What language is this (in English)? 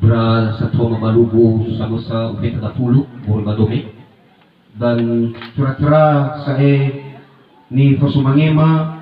Nias